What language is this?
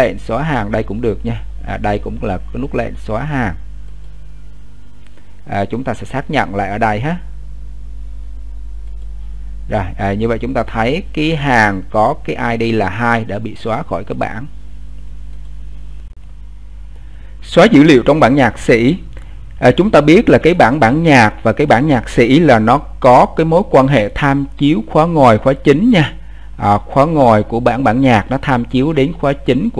Vietnamese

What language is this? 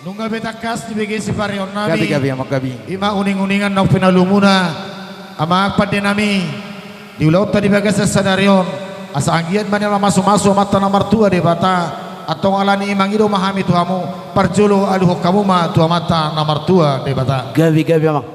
Batak Toba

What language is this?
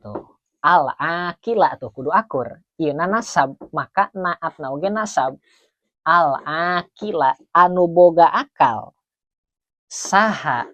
Sundanese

